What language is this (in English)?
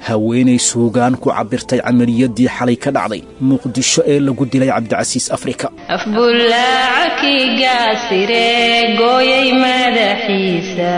Somali